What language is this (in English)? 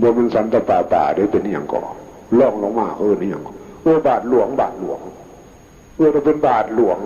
Northeastern Thai